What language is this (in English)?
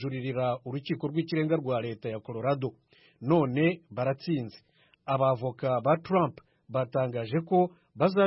Kinyarwanda